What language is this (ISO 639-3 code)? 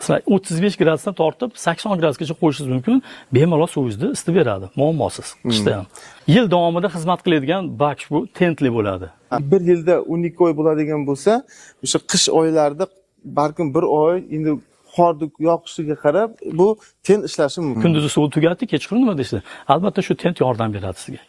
uzb